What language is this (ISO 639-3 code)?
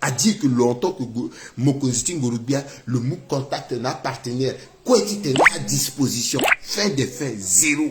sag